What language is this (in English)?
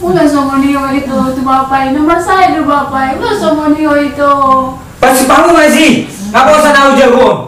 Batak Toba